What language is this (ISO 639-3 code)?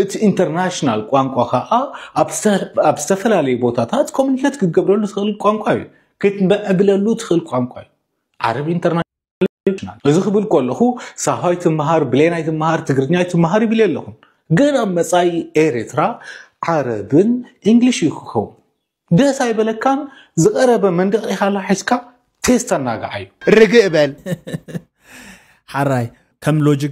tir